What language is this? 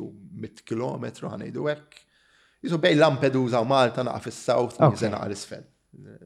Maltese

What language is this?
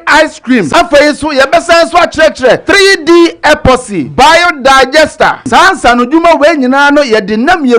Akan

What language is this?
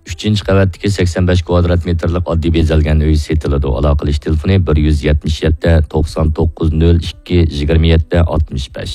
Uyghur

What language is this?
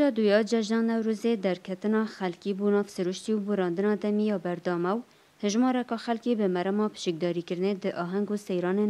Kurdish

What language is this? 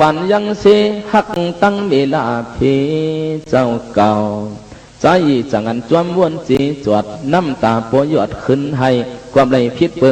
Shan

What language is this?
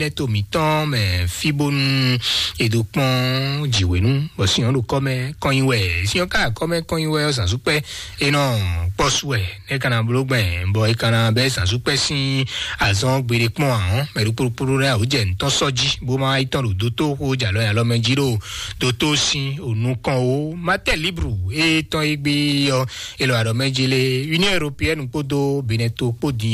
Fon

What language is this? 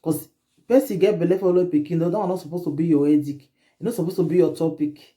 Nigerian Pidgin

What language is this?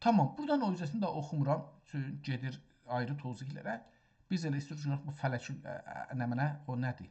South Azerbaijani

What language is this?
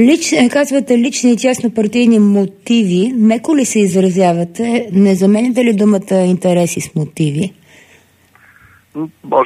Bulgarian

